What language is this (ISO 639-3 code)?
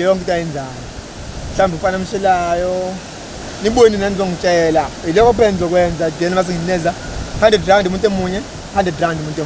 zul